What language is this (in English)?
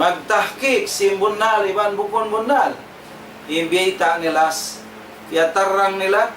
Tausug